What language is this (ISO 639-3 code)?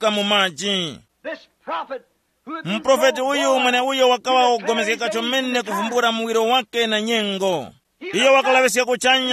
tum